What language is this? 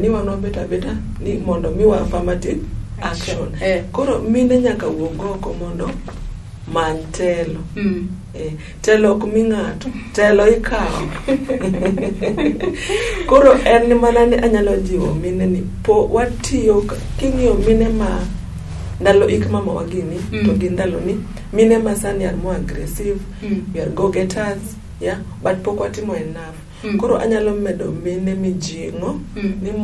Luo (Kenya and Tanzania)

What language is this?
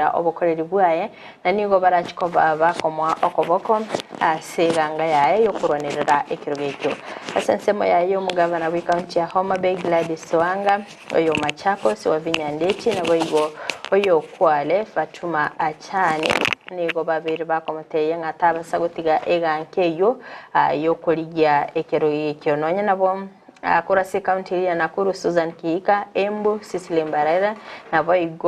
Gusii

